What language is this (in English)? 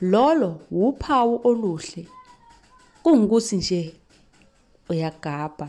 Zulu